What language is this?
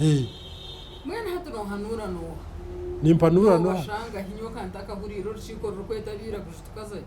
Nyankole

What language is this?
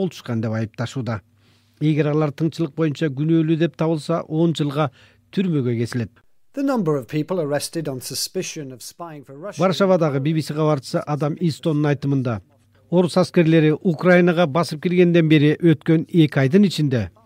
Kyrgyz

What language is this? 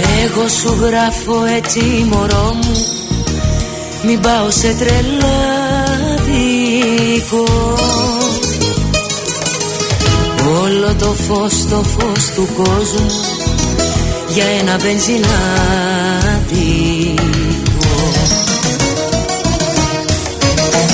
Greek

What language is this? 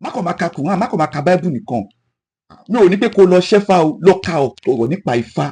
Yoruba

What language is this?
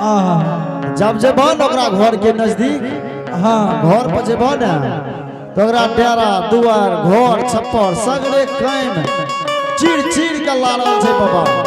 Angika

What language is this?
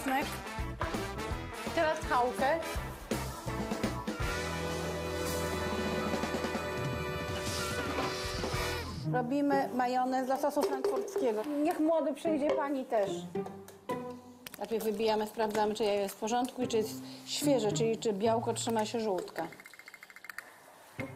Polish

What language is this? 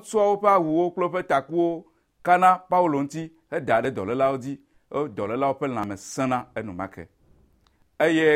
Ewe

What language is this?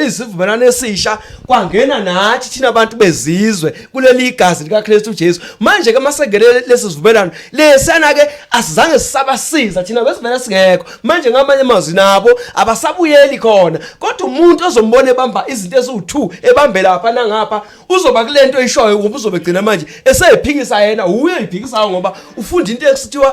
Zulu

